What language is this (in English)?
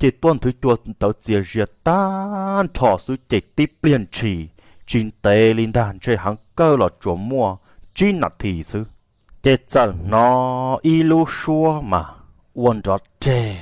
Hmong